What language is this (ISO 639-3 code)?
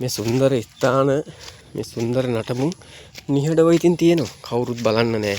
sin